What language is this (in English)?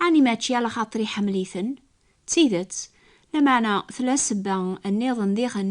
Kabyle